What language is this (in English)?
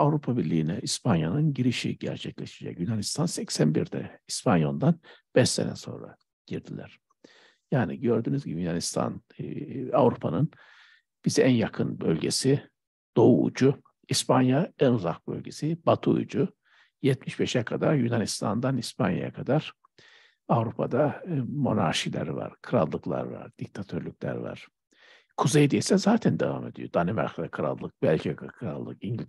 Turkish